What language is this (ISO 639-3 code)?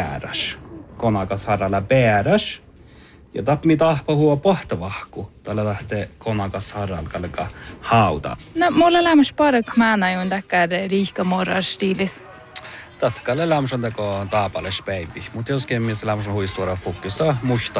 sme